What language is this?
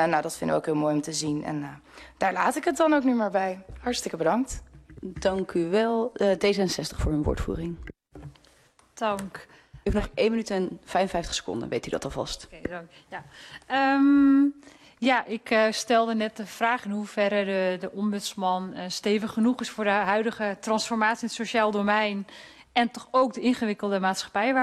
Dutch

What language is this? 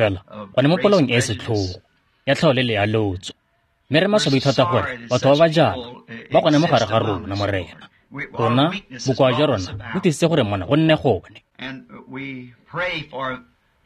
Tswana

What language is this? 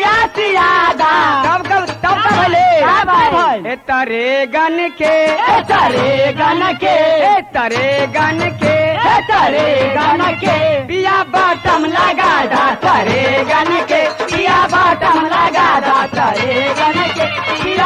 Bhojpuri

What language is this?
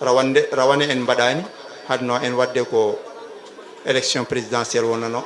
Fula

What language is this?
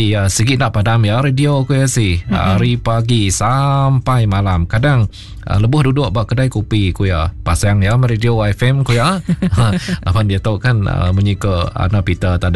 Iban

